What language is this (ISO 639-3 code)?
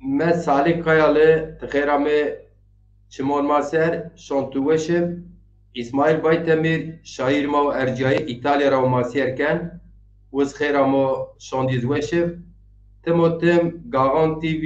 zza